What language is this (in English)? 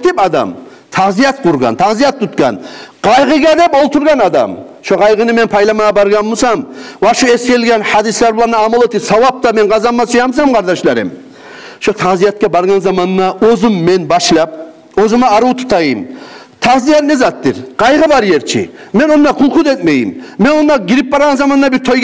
Kumyk